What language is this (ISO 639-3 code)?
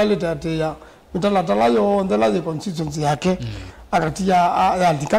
kam